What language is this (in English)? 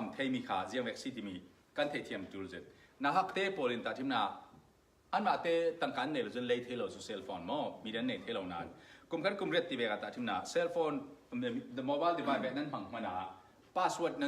Falam Chin